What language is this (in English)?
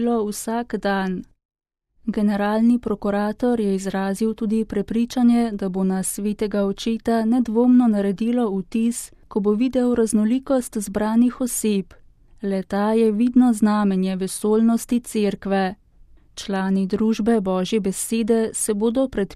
Slovenian